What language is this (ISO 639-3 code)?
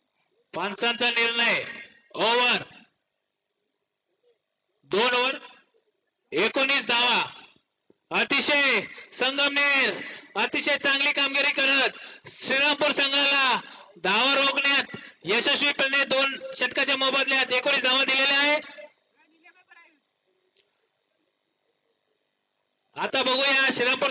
mar